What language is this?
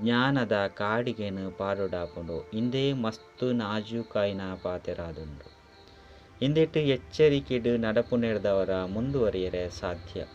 Tulu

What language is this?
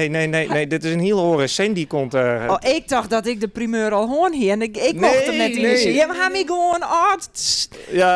Western Frisian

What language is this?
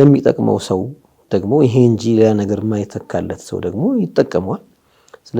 Amharic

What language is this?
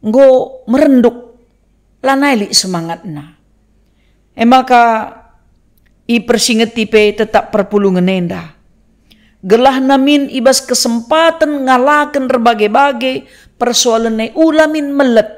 Batak Karo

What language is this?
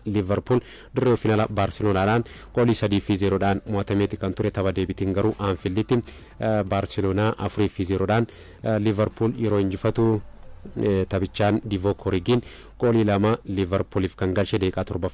Oromo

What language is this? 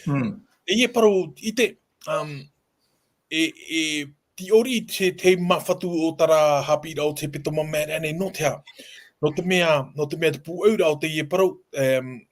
Tahitian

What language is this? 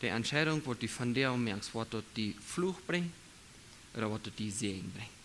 Plautdietsch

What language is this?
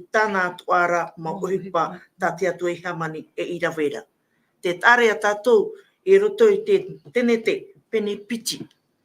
Tahitian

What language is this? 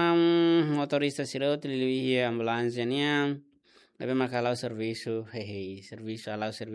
Tetum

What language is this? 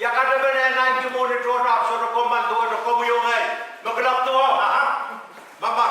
Pohnpeian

